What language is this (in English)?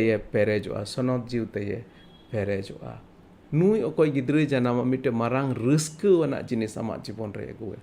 Santali